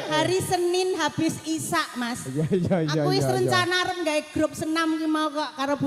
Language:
Javanese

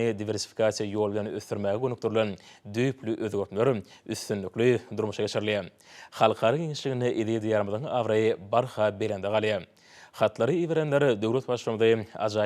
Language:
Turkmen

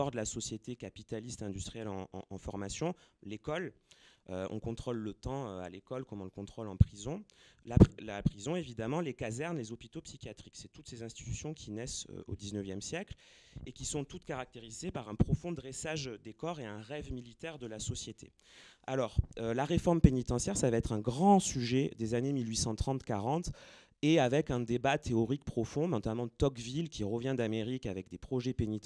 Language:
French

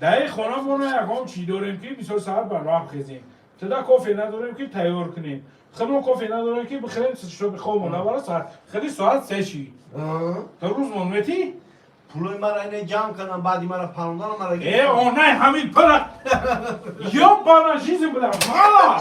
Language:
Tajik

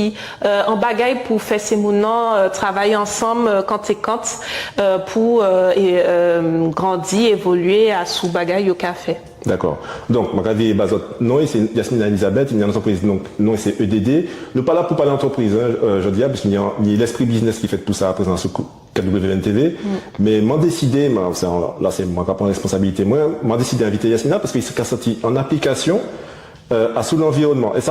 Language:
Guadeloupean Creole French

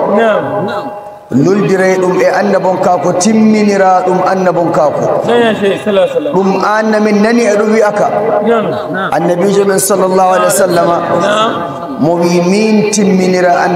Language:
Nigerian Fulfulde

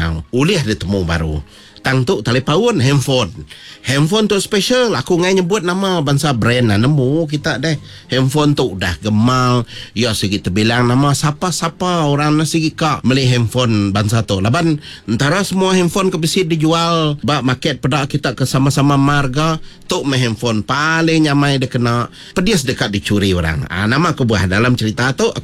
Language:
Iban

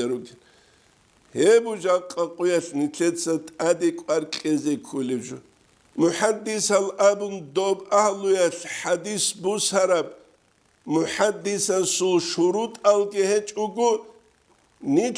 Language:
Avaric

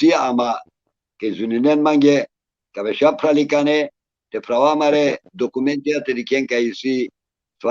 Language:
Balkan Romani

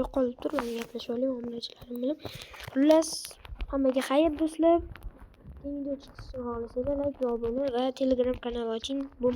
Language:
Uzbek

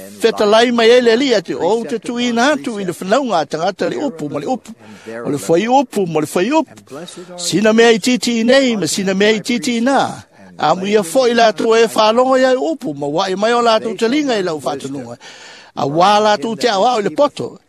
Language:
Samoan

